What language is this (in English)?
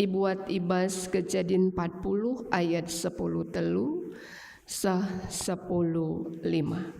Batak Karo